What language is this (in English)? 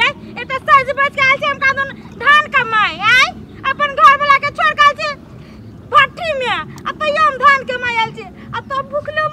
Maithili